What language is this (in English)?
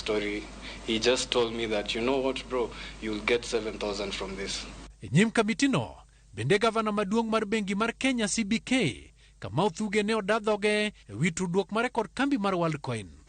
Luo (Kenya and Tanzania)